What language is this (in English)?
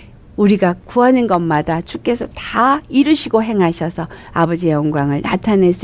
Korean